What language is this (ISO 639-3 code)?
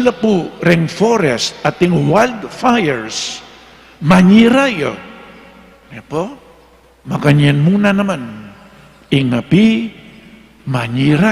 pam